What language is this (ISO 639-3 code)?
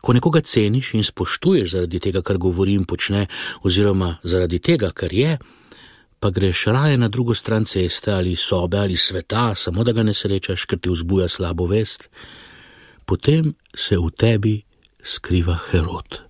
slv